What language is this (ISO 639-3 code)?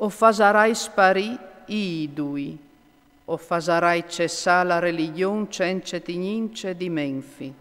fur